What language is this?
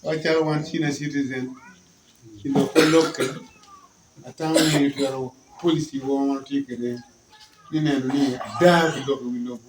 Acoli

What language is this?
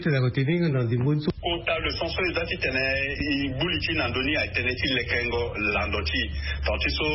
Sango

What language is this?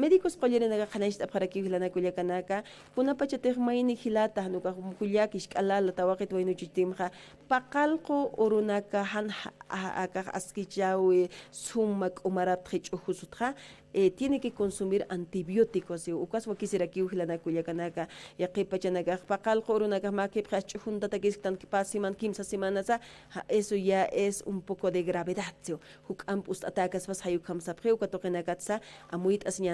Aymara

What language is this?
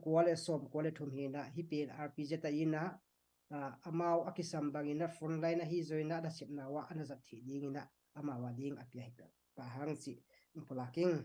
Tedim Chin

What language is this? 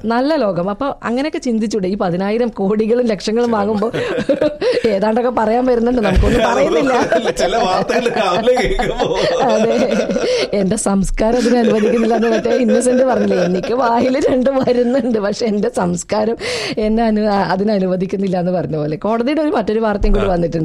Malayalam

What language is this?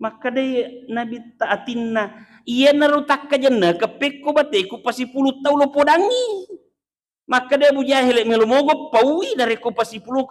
Buginese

